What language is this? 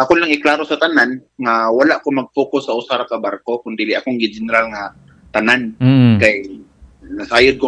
Cebuano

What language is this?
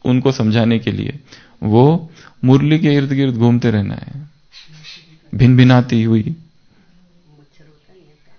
Hindi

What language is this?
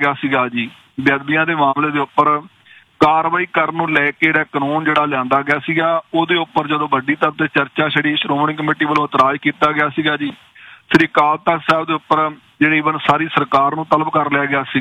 Punjabi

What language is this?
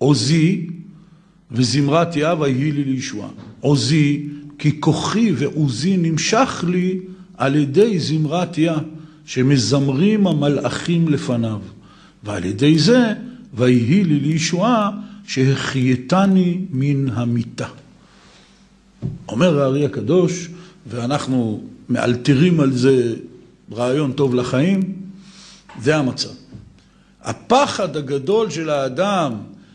Hebrew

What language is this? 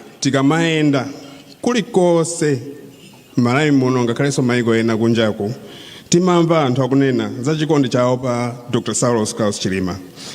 Nyanja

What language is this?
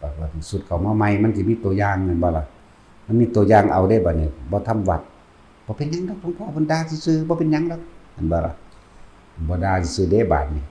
Northeastern Thai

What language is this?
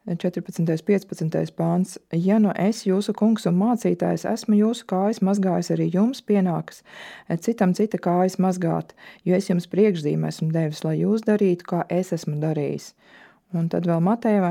Latvian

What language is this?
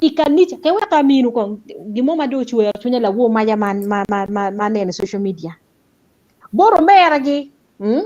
Acoli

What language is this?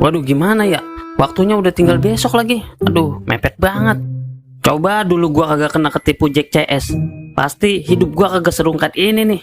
Betawi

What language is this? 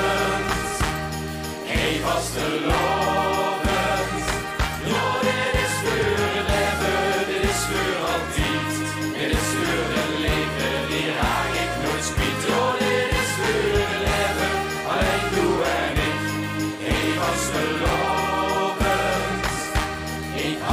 Limburgish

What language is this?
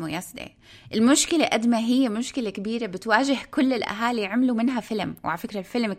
North Levantine Arabic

